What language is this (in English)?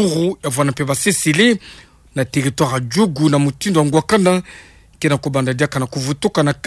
Kituba (Democratic Republic of Congo)